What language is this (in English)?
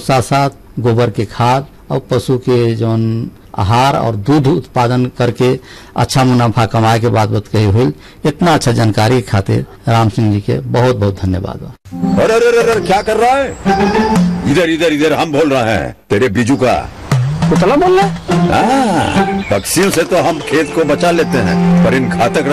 Bhojpuri